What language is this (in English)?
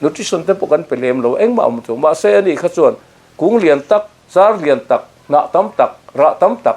Mizo